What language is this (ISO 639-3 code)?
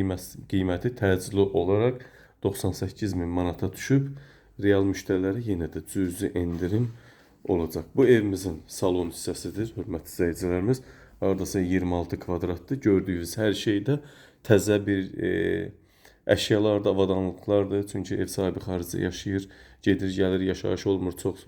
aze